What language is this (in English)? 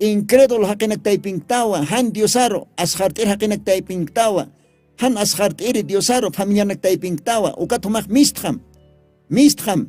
Aymara